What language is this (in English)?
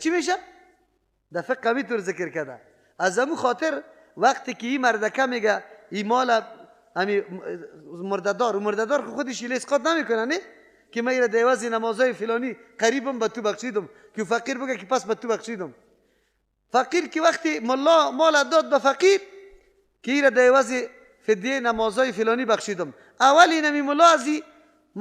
Persian